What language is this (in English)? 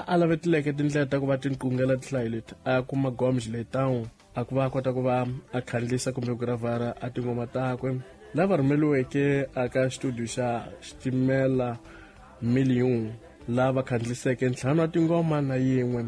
Tsonga